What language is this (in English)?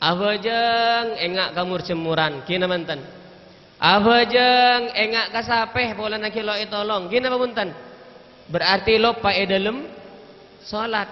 Madurese